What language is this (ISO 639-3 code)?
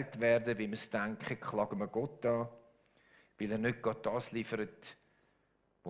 gsw